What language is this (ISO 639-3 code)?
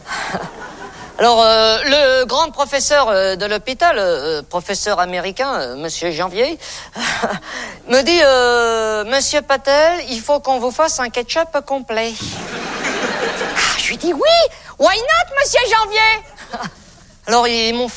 fra